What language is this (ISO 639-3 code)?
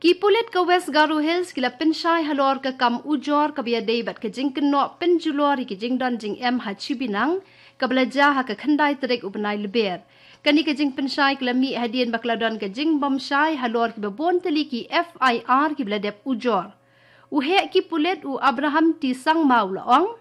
kha